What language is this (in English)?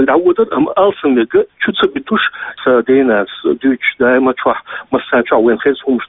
Chechen